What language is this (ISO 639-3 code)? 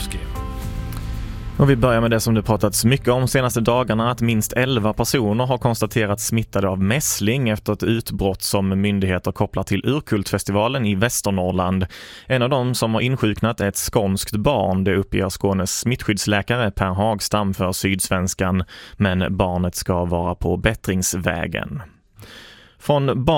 swe